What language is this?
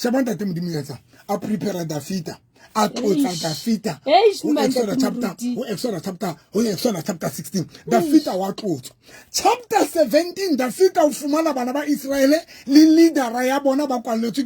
Southern Sotho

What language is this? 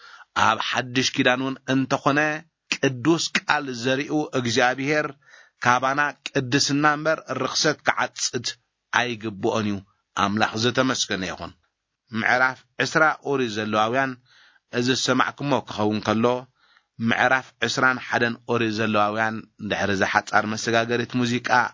Tigrinya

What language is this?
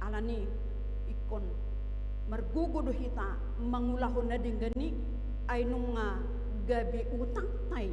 Batak Toba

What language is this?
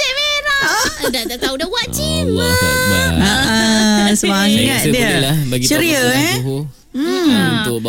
Malay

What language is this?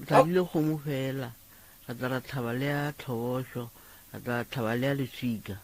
Northern Sotho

